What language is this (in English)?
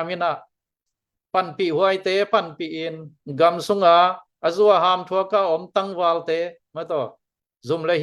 Tedim Chin